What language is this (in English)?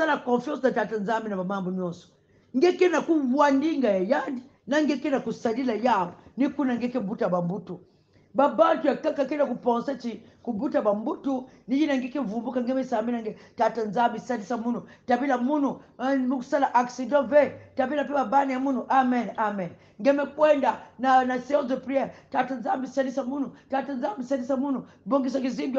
Kongo